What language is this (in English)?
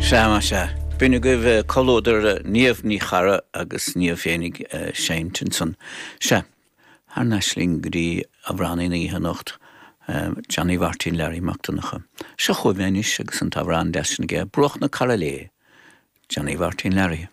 Irish